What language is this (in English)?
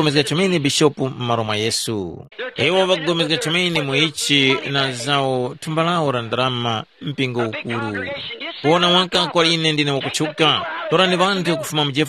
Tumbuka